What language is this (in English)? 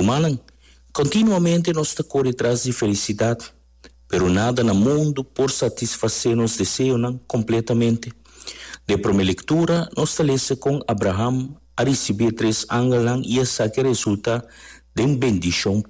Papiamento